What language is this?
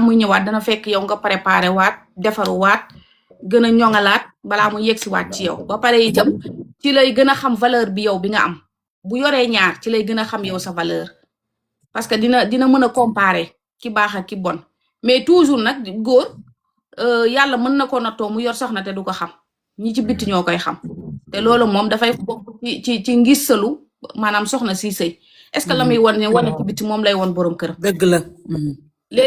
Wolof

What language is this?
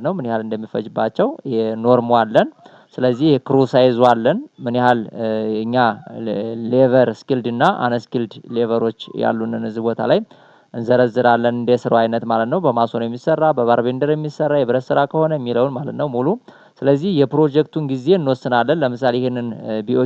Amharic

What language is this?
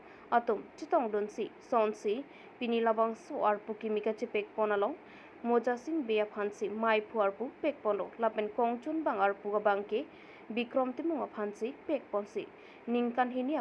Karbi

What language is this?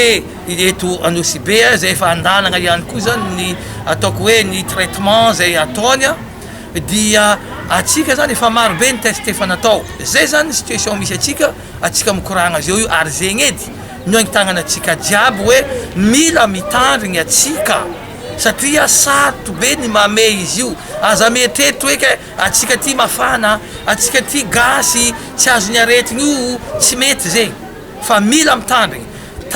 Malagasy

